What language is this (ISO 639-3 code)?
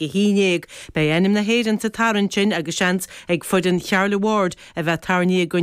gle